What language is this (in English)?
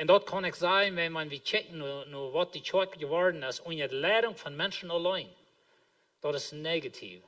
Plautdietsch